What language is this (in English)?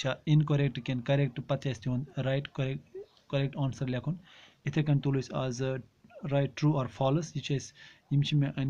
Kashmiri